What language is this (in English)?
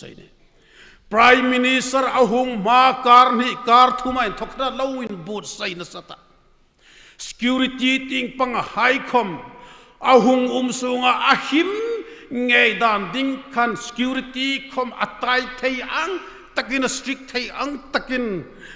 Hmar